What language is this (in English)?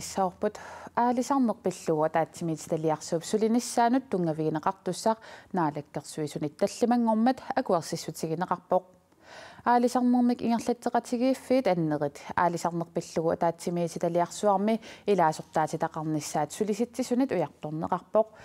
Kalaallisut